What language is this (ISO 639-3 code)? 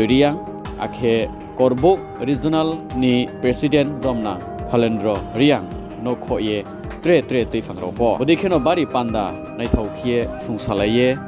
ria